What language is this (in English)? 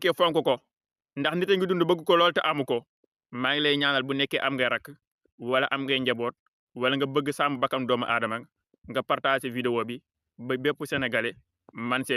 Wolof